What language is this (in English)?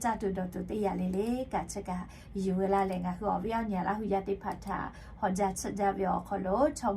Lahu